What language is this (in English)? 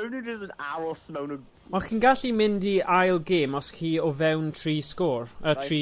Welsh